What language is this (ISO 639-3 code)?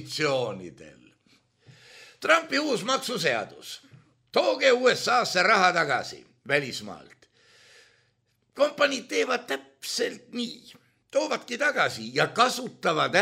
est